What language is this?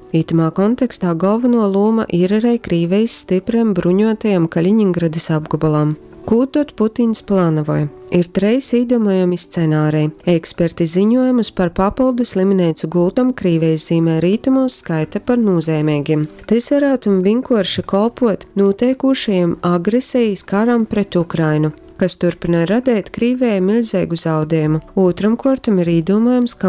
Latgalian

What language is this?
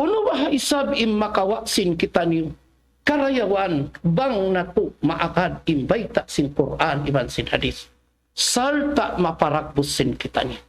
Tausug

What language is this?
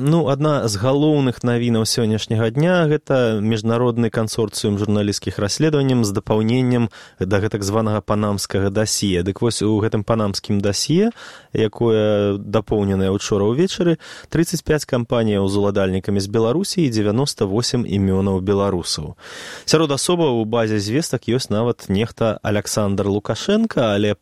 Belarusian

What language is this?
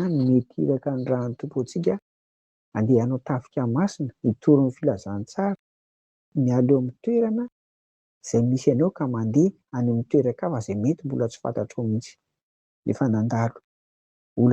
Malagasy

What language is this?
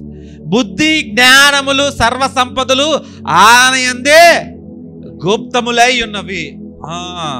Telugu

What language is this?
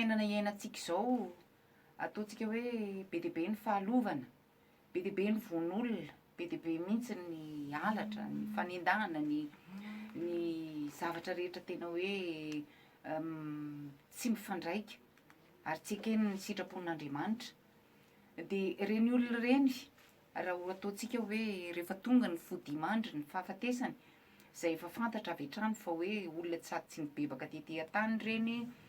Malagasy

